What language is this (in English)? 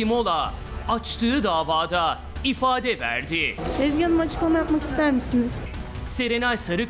Turkish